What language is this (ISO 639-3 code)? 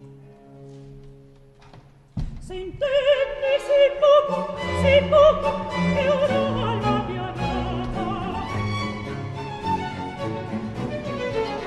ita